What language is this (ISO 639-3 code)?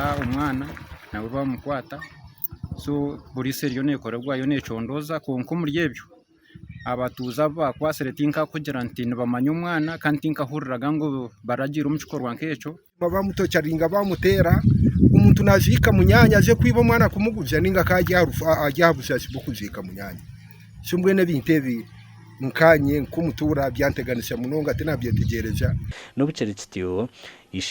nyn